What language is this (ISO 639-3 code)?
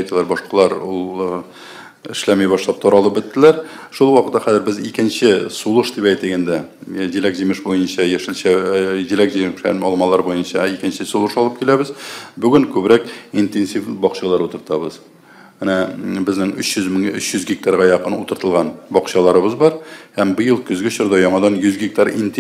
tat